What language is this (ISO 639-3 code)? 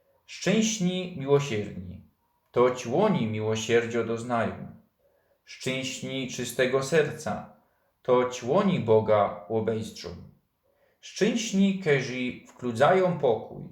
szl